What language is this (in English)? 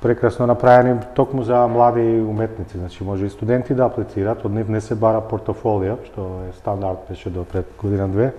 Macedonian